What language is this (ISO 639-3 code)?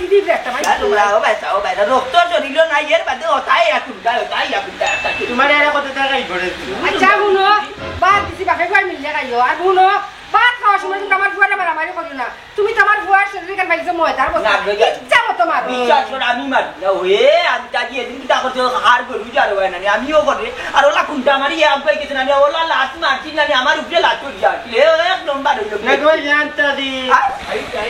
syl